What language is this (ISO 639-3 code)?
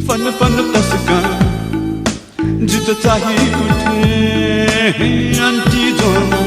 new